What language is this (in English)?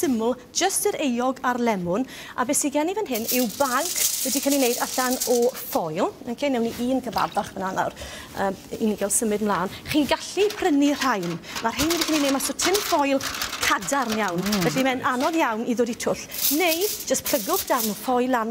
Welsh